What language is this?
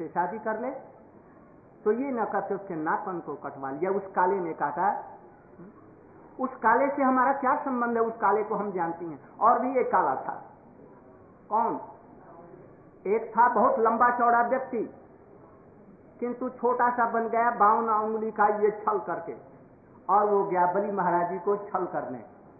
Hindi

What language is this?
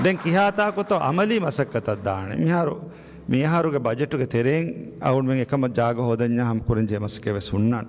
Divehi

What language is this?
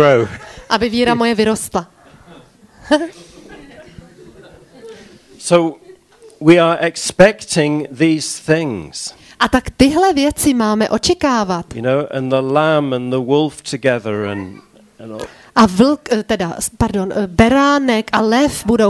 Czech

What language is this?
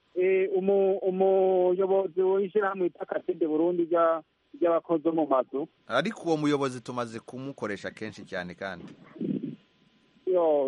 Kinyarwanda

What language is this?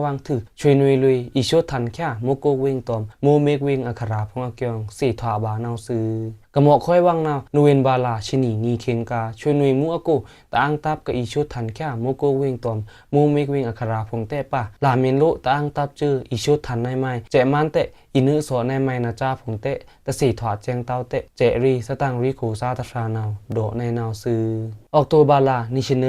Pa'o Karen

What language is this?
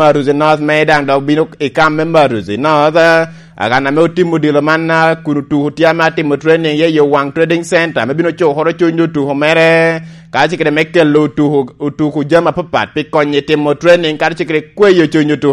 Lango (Uganda)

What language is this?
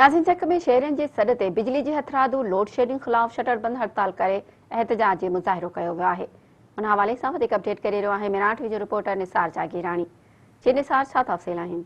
Sindhi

